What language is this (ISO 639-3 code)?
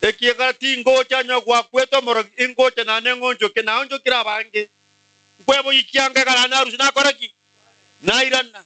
guz